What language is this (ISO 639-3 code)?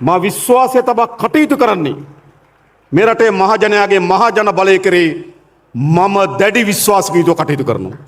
sin